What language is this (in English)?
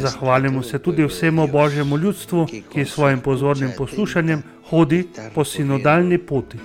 Slovenian